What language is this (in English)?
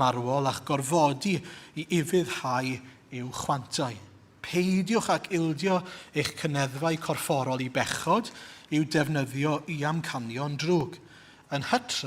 Welsh